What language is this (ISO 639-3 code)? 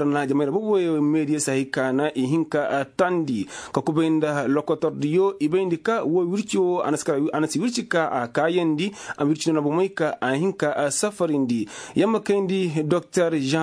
ses